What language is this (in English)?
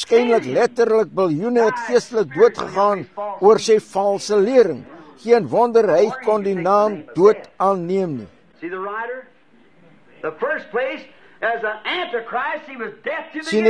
Afrikaans